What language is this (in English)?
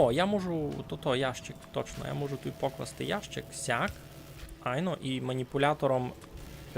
Rusyn